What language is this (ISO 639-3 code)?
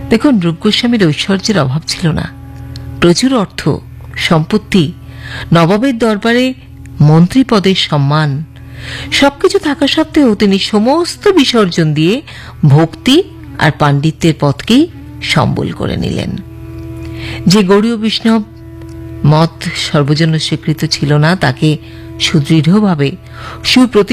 ben